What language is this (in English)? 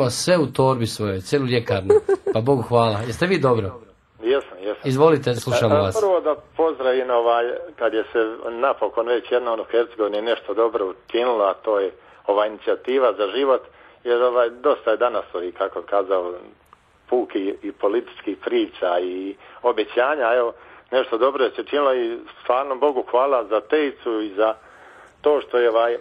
Croatian